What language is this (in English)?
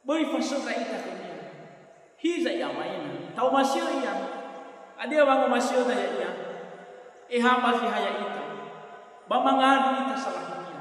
Nias